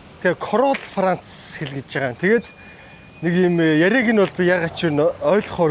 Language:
Mongolian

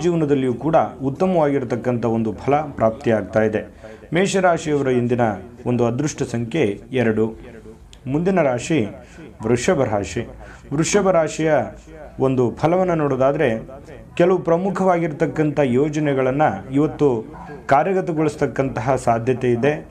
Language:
Kannada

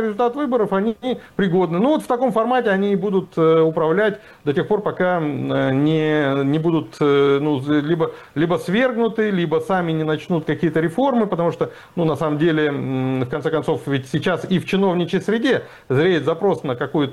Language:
Russian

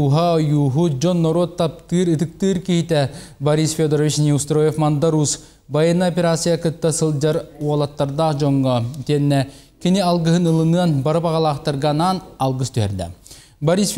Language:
Yakut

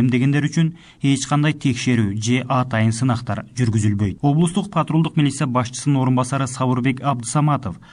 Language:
Kyrgyz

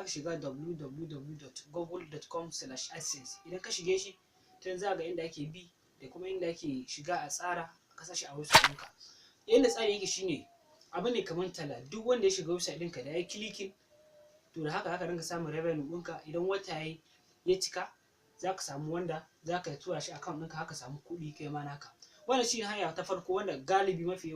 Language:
Hausa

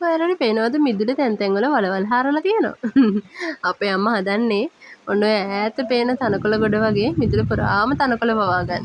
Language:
Sinhala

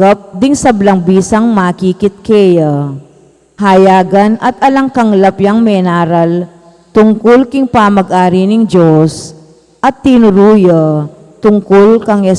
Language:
Pampanga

